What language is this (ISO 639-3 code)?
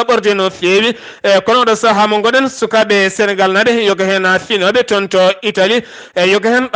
ful